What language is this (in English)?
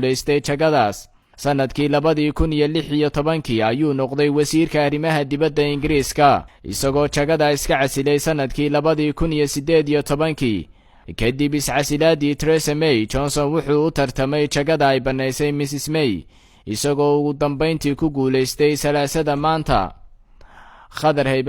Somali